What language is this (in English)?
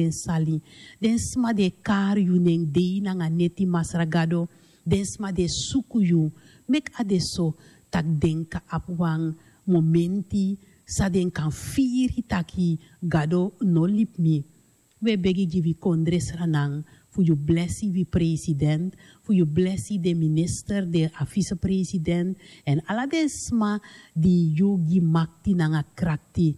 Sranan Tongo